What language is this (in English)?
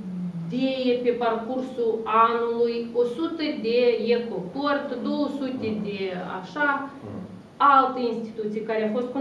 Romanian